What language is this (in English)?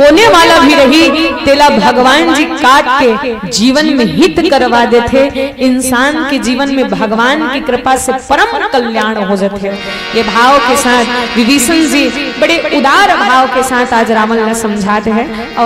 Chhattisgarhi